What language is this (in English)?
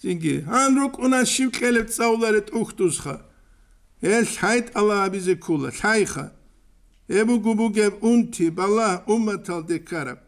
Avaric